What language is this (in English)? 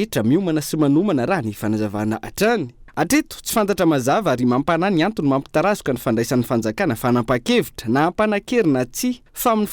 Malagasy